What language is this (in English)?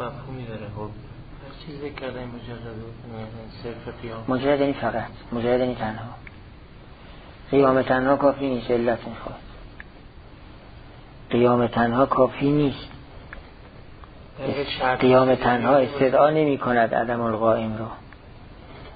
Persian